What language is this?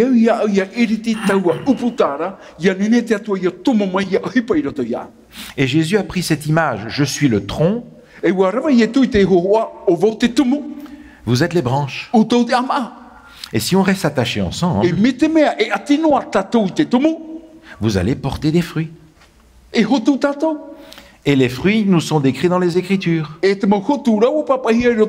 Tahitian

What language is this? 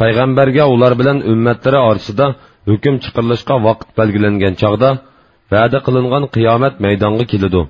Uyghur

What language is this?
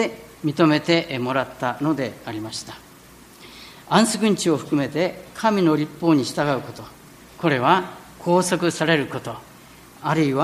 Japanese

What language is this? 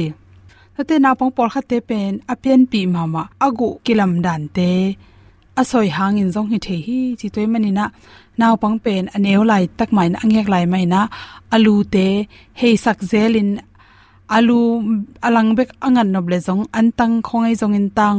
Tedim Chin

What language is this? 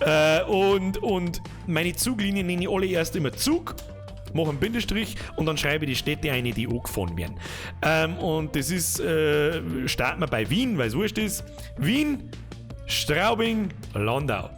Bavarian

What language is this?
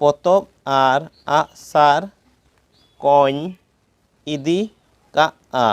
Santali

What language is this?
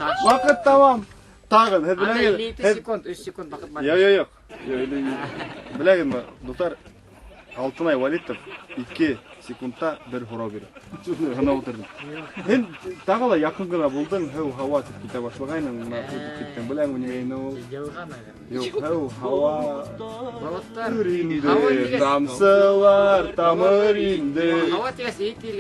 Bashkir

